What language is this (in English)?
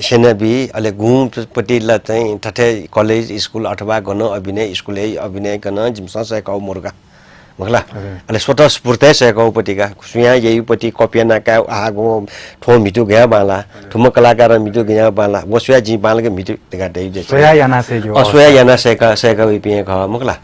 Newari